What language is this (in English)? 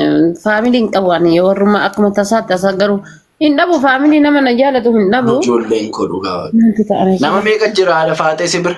Oromo